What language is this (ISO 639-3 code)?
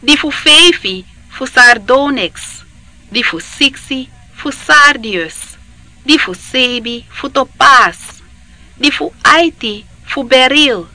srn